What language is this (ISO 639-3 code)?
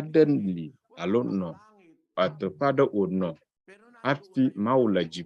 ewe